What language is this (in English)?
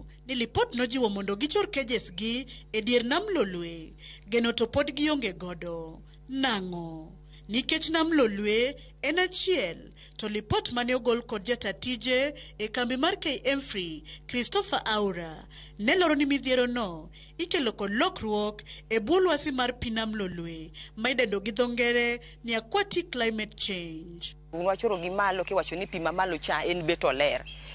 Luo (Kenya and Tanzania)